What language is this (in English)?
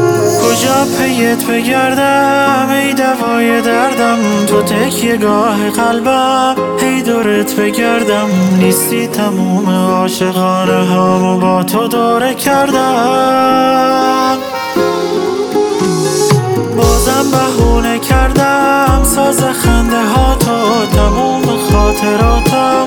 Persian